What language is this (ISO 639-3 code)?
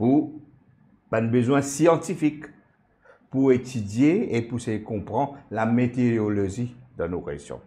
mfe